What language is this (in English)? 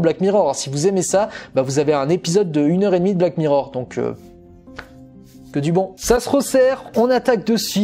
French